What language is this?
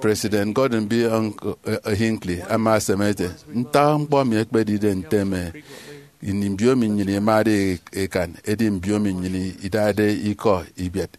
Efik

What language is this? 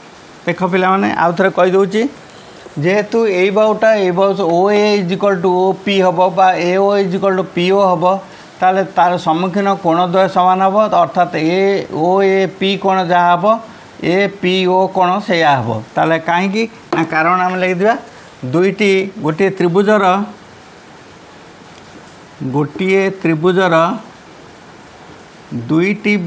Odia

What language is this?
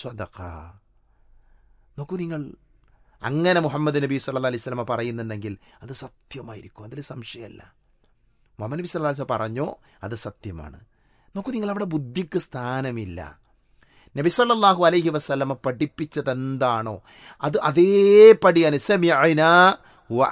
Malayalam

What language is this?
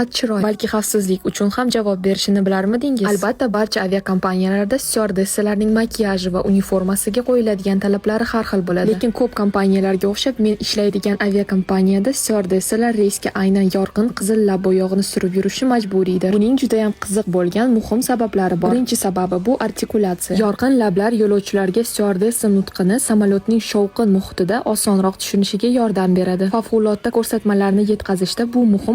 Uzbek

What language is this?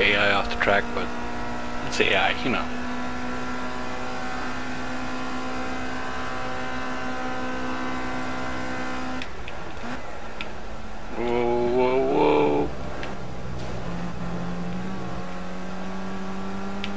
English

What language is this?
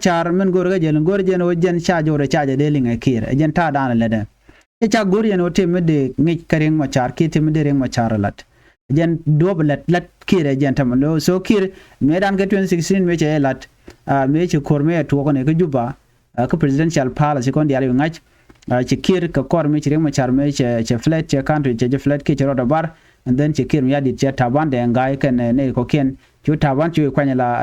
Nuer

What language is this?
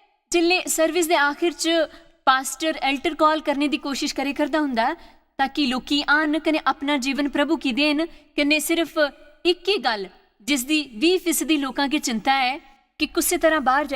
Dogri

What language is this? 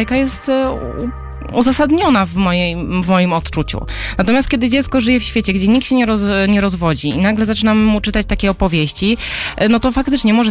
Polish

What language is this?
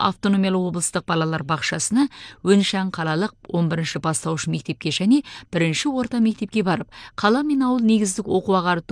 Kazakh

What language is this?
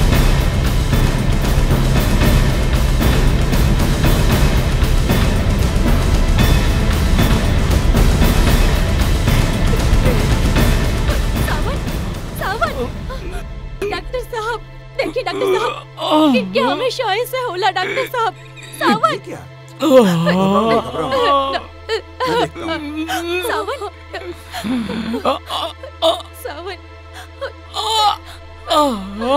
Bhojpuri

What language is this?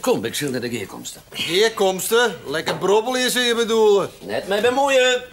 Western Frisian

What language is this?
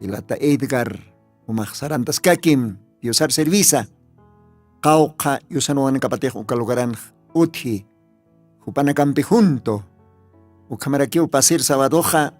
Aymara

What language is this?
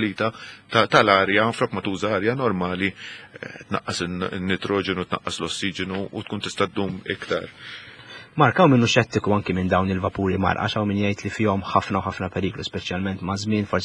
Maltese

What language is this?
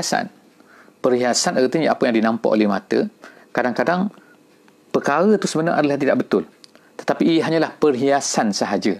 Malay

